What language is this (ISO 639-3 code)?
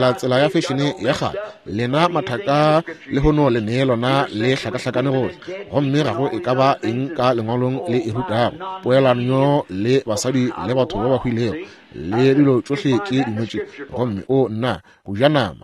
nso